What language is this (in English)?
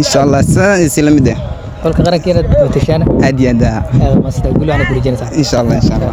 Somali